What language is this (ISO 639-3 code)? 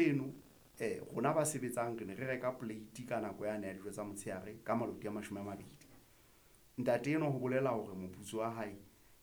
sot